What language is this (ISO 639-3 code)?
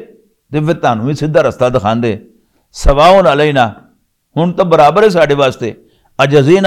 lah